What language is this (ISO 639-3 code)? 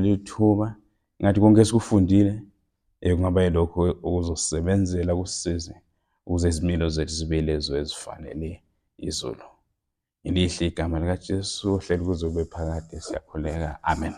zul